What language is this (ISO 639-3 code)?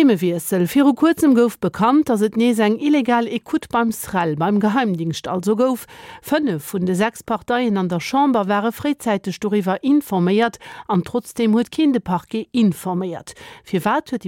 ltz